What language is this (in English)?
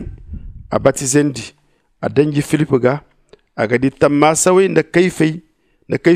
Zarma